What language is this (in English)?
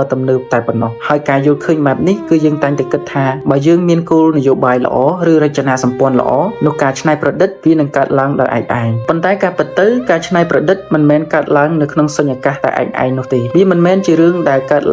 Khmer